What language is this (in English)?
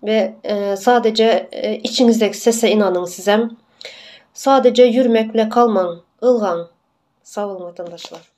Turkmen